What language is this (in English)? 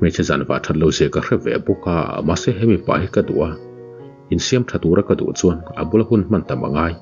Mizo